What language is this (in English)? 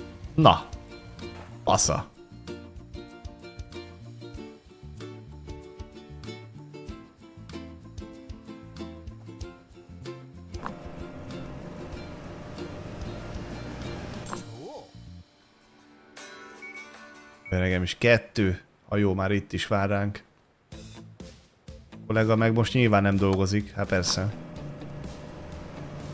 Hungarian